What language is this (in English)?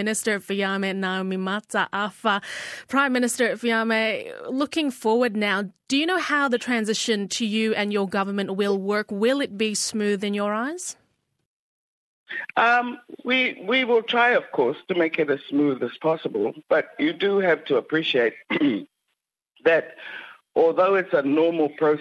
English